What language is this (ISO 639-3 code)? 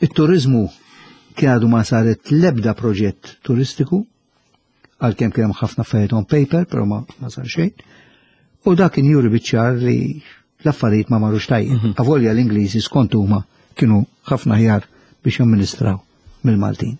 mlt